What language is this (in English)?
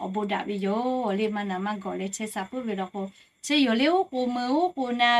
Lahu